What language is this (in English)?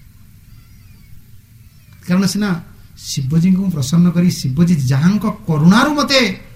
Odia